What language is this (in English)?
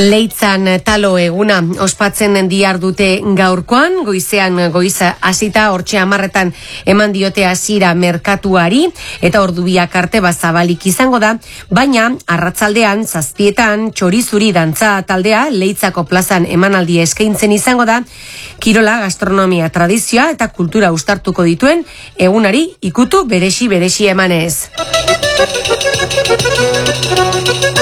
Basque